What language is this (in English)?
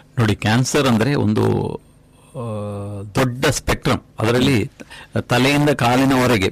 Kannada